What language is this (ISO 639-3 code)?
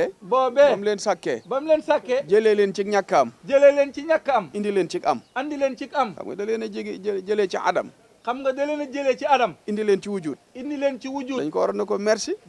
wol